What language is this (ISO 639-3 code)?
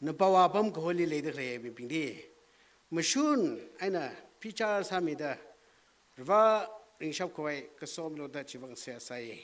nmf